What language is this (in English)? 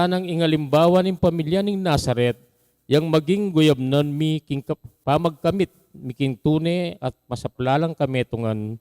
Pampanga